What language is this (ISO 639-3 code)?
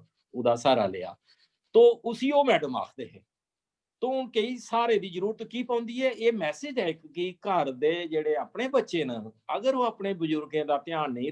doi